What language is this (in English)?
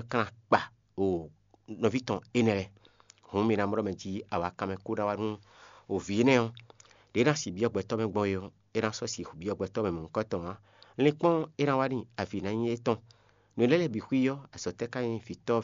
Fon